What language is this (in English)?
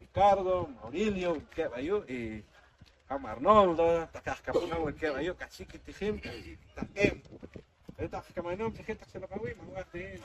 Poqomchi'